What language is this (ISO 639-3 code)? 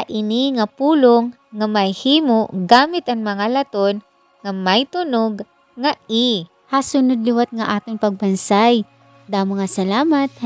war